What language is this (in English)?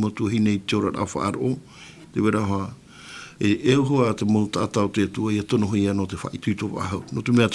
Tahitian